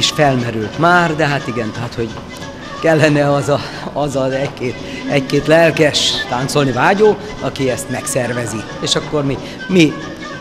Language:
Hungarian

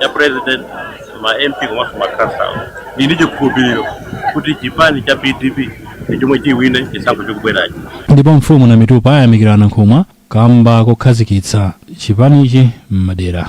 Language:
Nyanja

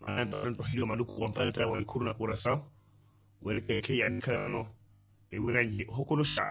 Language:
Makhuwa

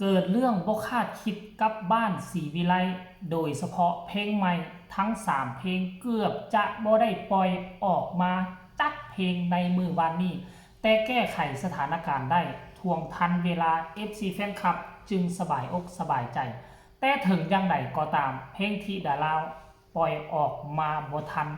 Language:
Northeastern Thai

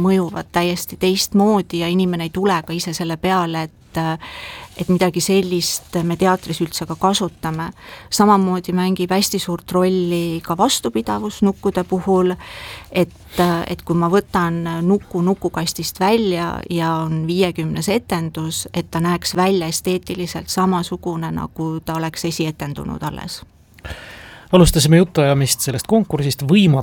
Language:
Estonian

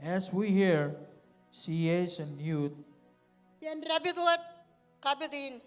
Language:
Marshallese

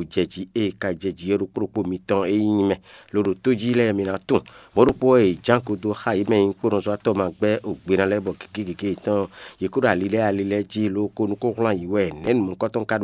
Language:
Fon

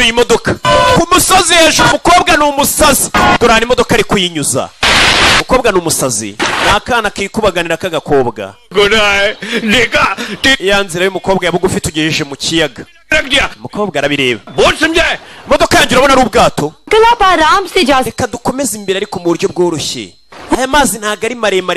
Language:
Kinyarwanda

